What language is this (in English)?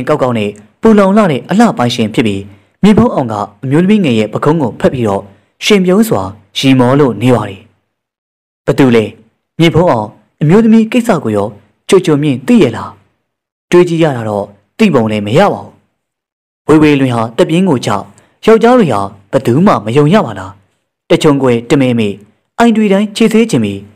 Burmese